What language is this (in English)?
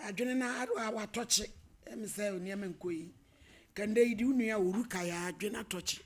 Akan